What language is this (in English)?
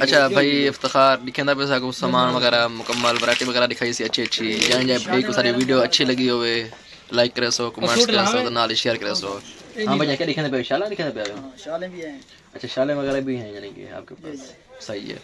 Saraiki